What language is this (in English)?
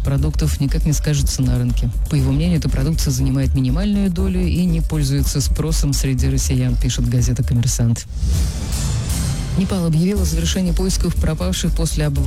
Russian